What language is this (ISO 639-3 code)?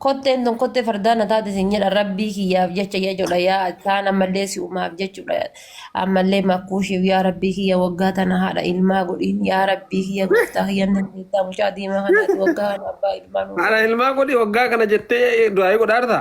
orm